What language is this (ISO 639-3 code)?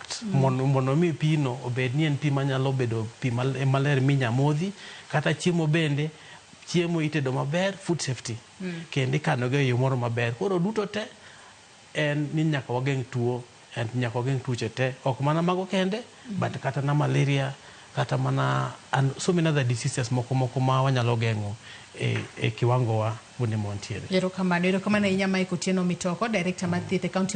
luo